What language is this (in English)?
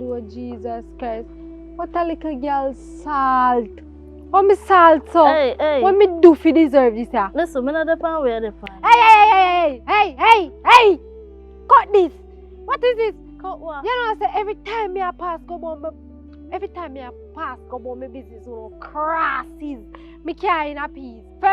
Jamaican Creole English